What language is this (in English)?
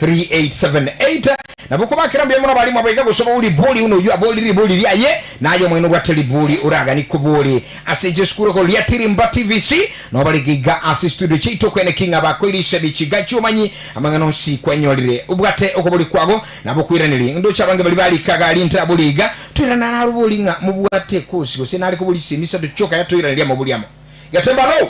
Gusii